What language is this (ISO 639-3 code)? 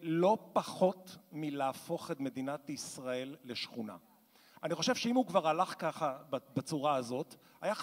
heb